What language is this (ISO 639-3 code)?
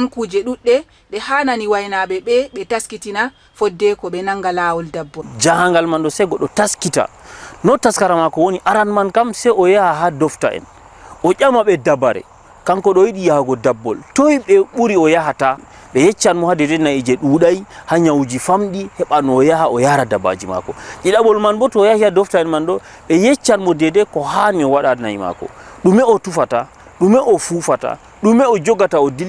ful